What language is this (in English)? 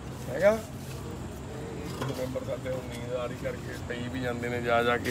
Punjabi